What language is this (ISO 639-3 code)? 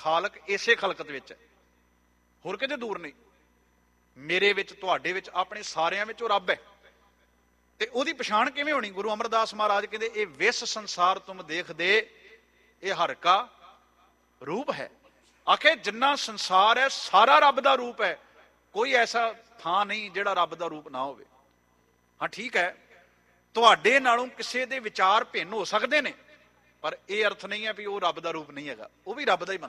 pan